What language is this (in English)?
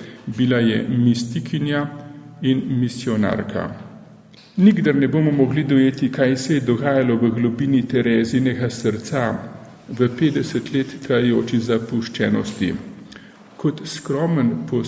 Slovenian